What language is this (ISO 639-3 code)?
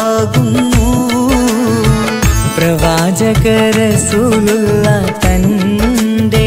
mal